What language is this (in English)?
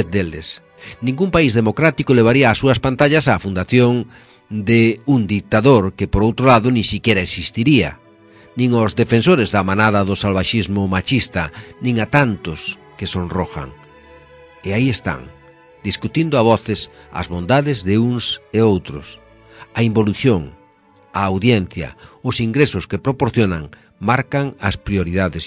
Galician